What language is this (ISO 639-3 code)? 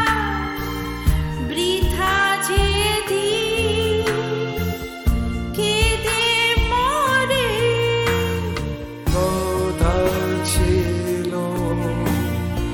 ben